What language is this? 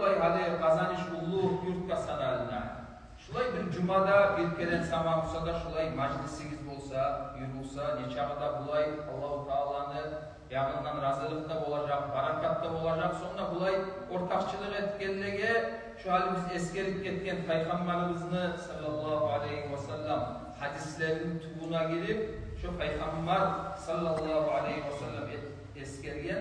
Kumyk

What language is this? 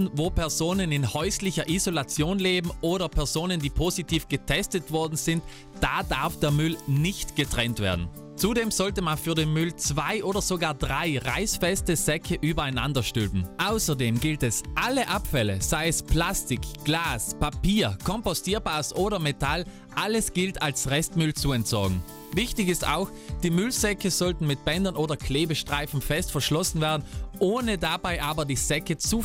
German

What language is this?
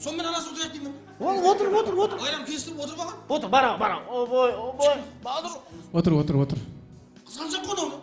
Kara-Kalpak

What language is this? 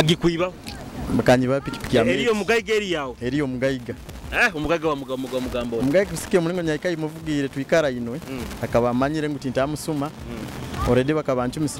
Nyoro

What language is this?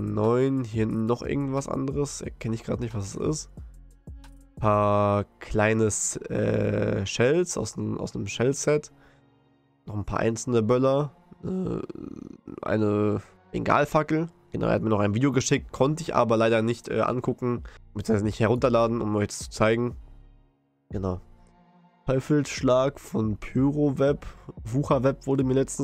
German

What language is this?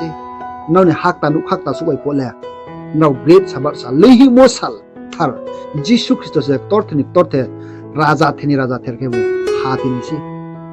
Riang (India)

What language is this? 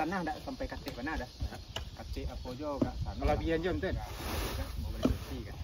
Minangkabau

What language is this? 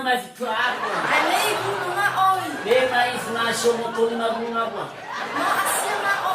Nias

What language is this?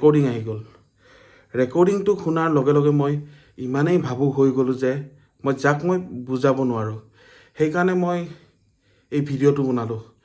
Assamese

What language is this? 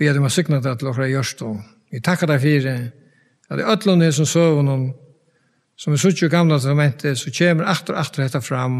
Faroese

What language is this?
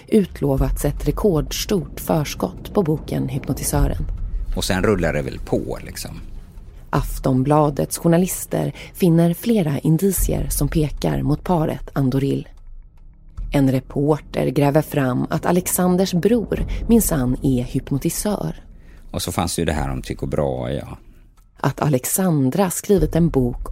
Swedish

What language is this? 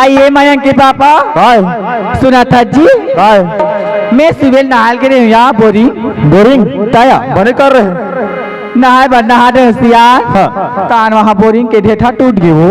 Chhattisgarhi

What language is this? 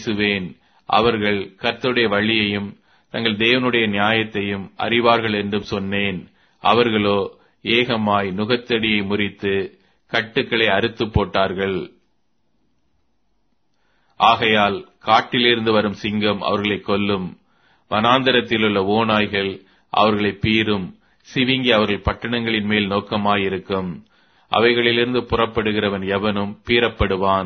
Tamil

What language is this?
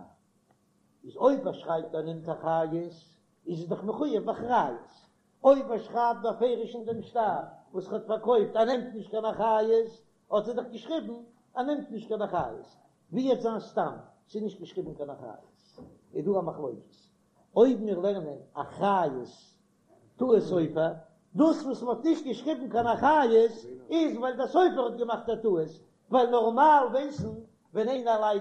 Yiddish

